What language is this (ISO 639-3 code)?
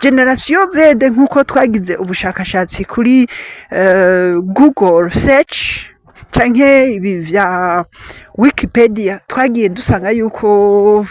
run